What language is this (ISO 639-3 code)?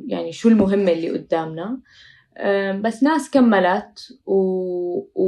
apc